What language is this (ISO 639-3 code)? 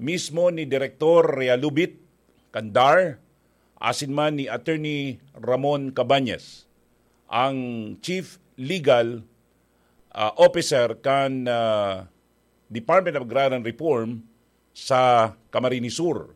bik